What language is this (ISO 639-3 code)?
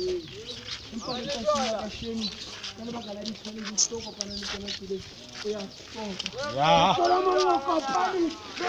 sot